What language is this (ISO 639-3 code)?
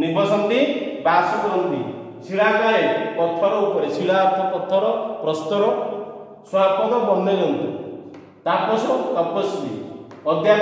ori